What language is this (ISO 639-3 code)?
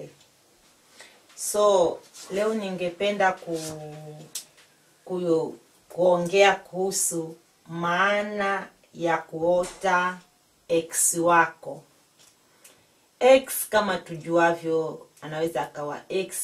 swa